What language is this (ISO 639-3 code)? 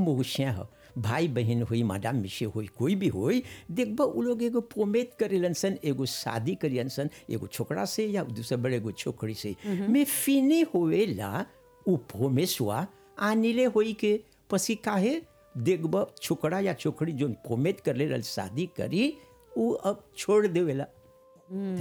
bho